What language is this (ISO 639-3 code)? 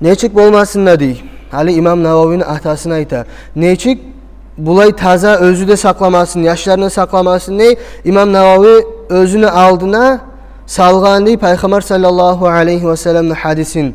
kum